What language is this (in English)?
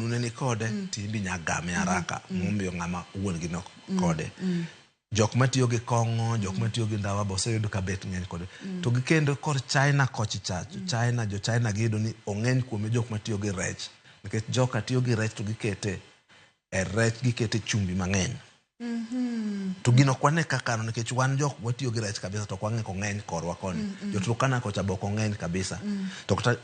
Luo (Kenya and Tanzania)